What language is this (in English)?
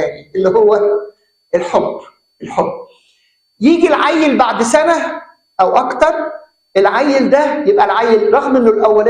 Egyptian Arabic